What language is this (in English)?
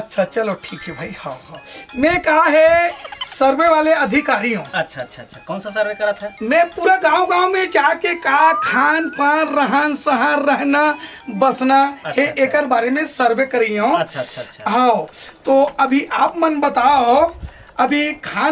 Chhattisgarhi